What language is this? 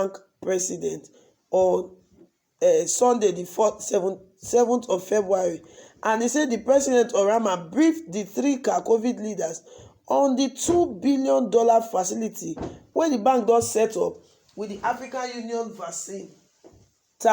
Nigerian Pidgin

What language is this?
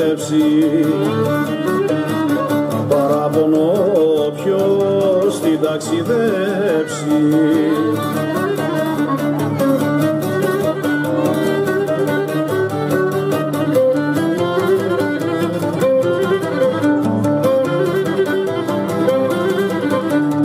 Greek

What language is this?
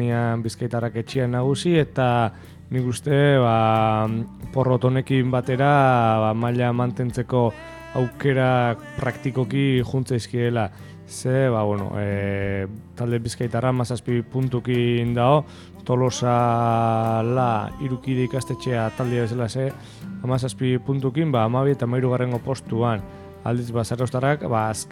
Basque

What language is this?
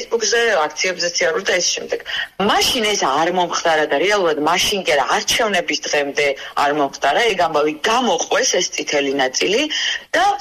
Georgian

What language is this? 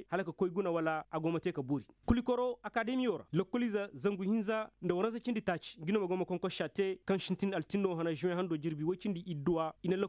Koyraboro Senni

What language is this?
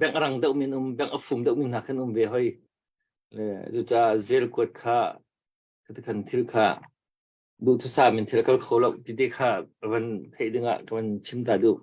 Hakha Chin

